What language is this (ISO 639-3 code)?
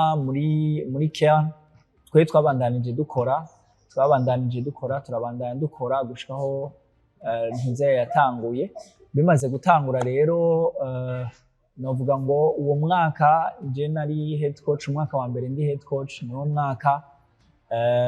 run